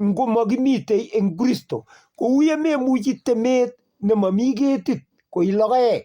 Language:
Kalenjin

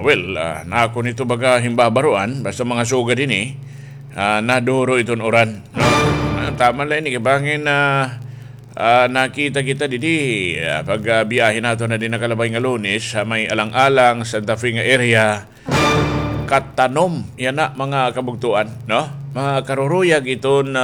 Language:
Waray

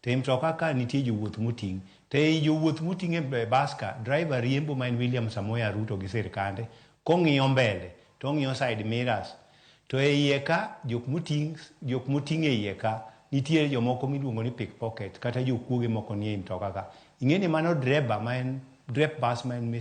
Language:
Luo (Kenya and Tanzania)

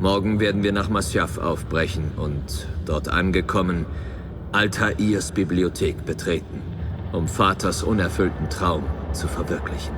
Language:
Bavarian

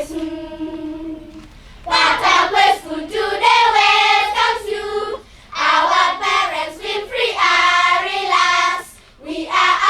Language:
Acoli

